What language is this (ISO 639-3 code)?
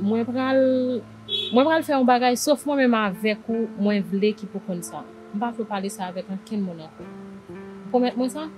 hat